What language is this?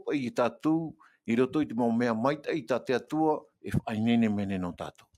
Tahitian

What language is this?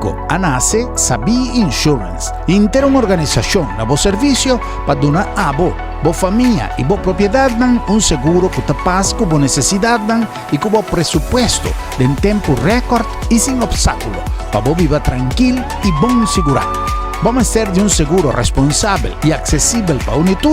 Papiamento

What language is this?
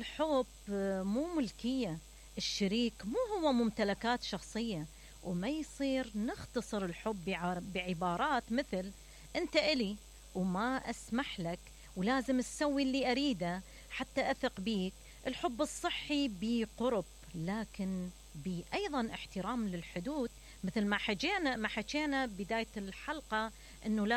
Mesopotamian Arabic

